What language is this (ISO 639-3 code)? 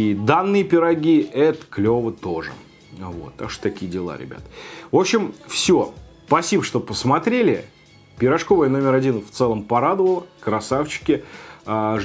rus